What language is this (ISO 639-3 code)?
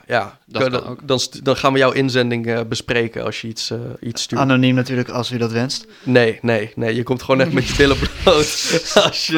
nld